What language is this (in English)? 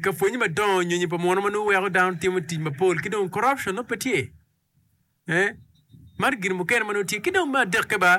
Acoli